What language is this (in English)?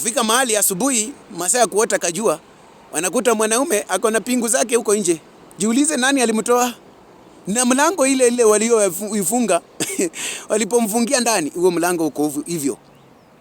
Swahili